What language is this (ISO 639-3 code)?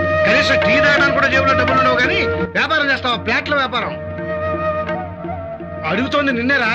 tel